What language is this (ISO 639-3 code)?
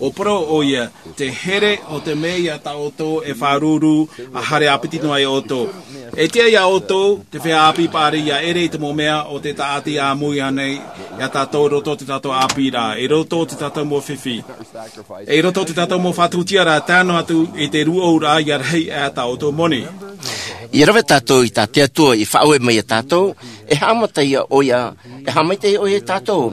tah